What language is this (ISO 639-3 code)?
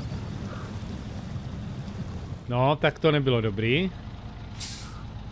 ces